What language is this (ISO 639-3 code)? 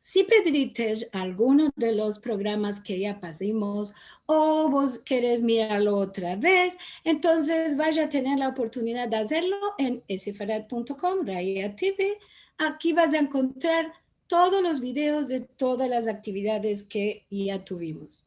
lad